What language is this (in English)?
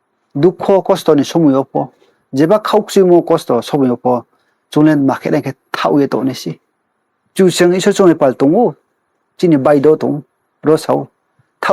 Riang (India)